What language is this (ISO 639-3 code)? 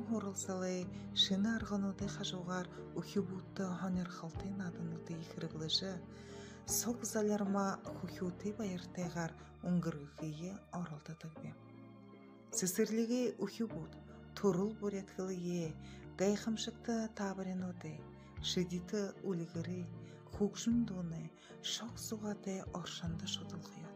bua